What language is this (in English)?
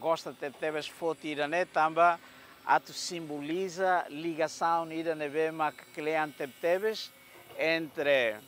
Tetum